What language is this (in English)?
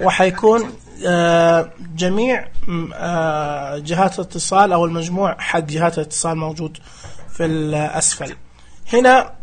Najdi Arabic